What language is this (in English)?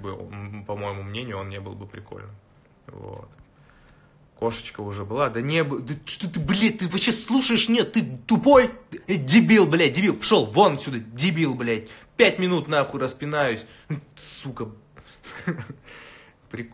Russian